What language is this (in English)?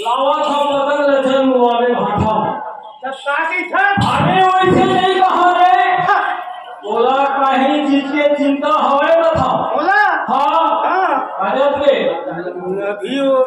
Chhattisgarhi